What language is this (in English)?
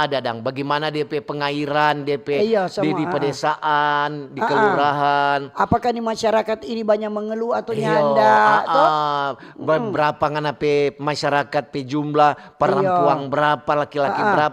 Manado Malay